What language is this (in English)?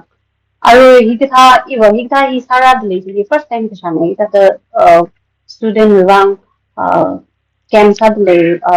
Tangkhul Naga (India)